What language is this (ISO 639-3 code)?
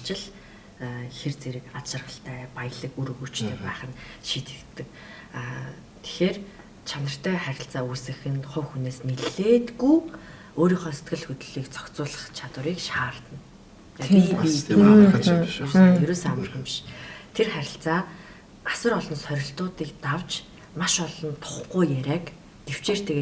mon